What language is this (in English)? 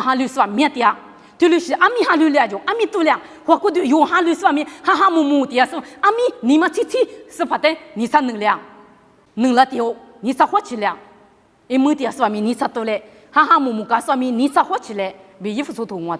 Lisu